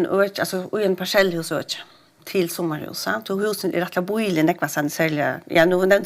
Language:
Faroese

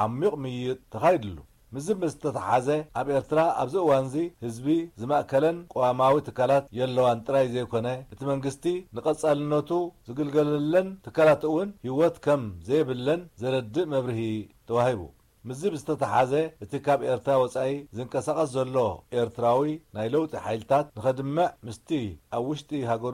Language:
Tigrinya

